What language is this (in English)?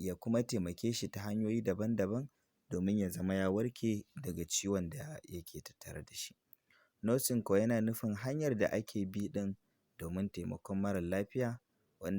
Hausa